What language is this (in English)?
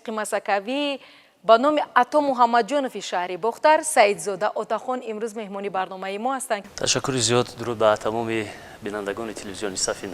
Tajik